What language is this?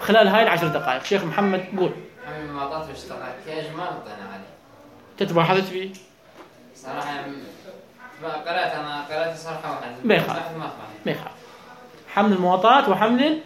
Mesopotamian Arabic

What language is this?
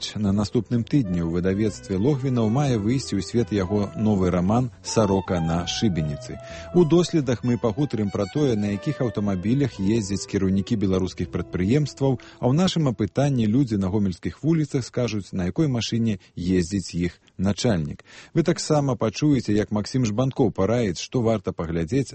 Belarusian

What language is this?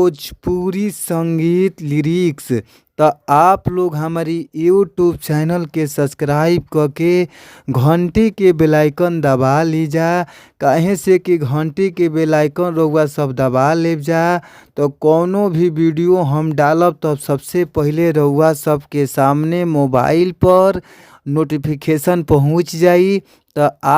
Bhojpuri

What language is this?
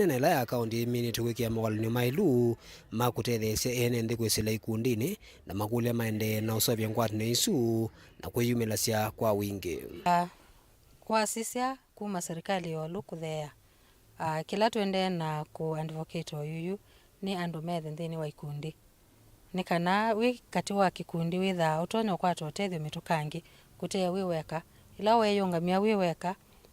Kamba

